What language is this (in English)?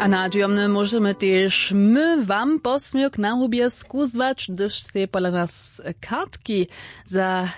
Upper Sorbian